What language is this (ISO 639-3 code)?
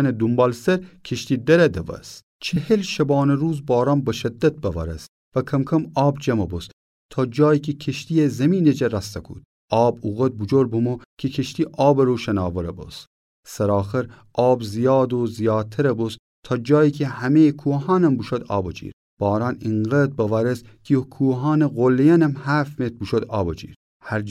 glk